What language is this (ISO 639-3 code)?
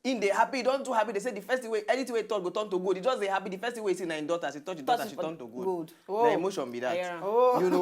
pcm